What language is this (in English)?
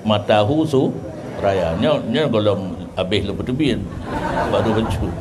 Achinese